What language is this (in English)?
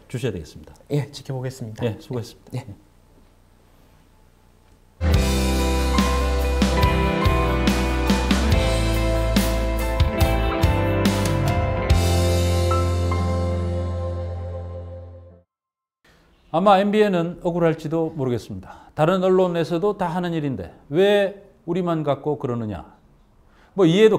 Korean